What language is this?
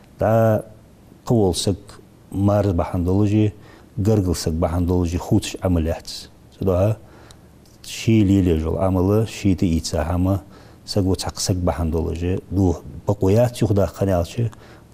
Ingush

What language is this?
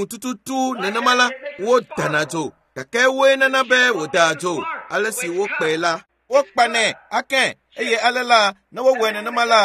Ewe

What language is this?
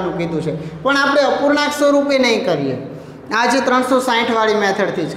Gujarati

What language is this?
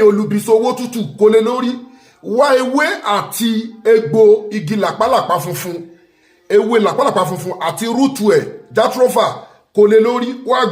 Yoruba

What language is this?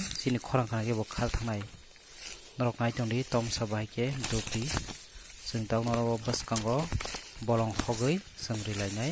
Kok Borok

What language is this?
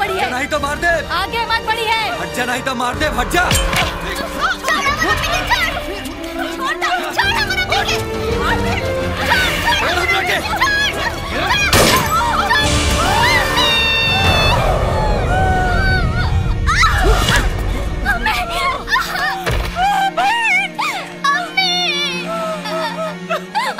Bhojpuri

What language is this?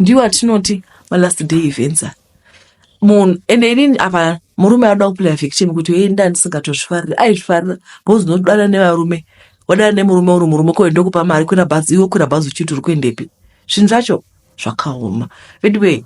Shona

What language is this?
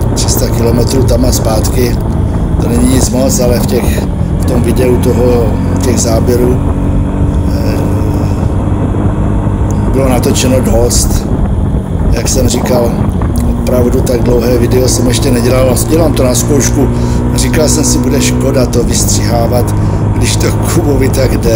Czech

